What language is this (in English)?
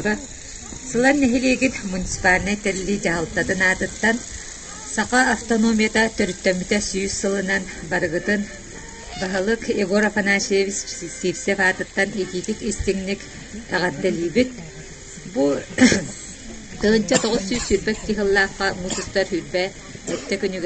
Yakut